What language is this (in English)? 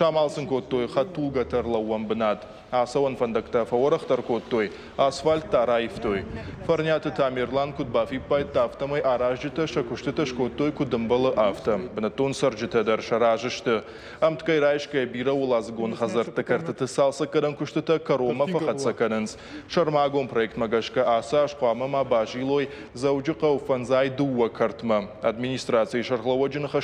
Ossetic